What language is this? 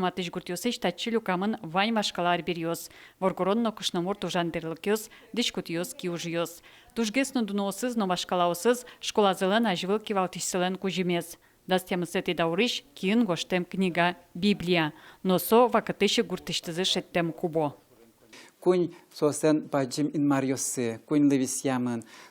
Udmurt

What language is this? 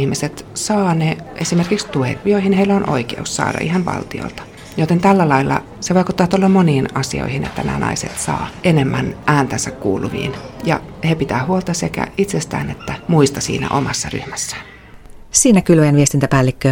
Finnish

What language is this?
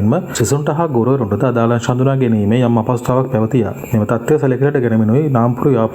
Sinhala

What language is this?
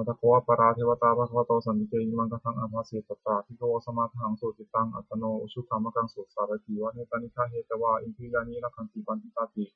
Pali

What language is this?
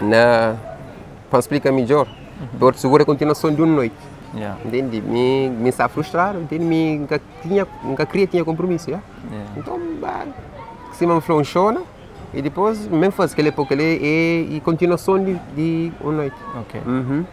Kabuverdianu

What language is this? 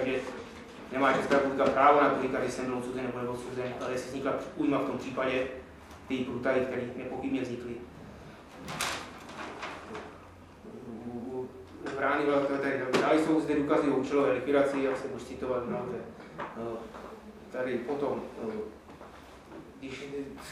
Czech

